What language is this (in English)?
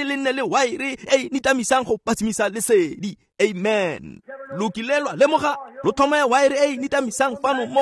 Tswana